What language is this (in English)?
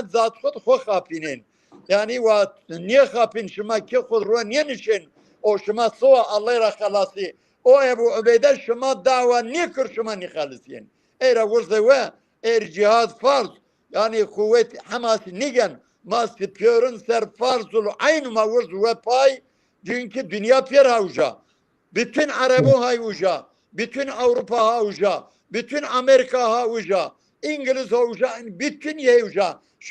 Zaza